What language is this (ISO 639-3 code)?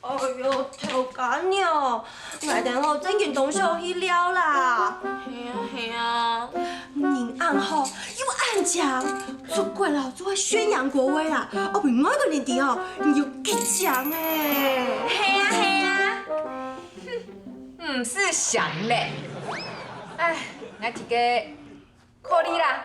hak